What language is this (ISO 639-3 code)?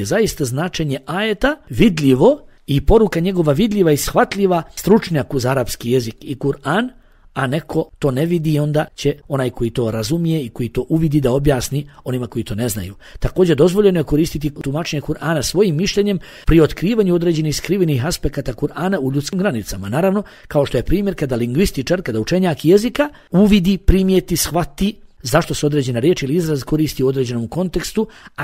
bos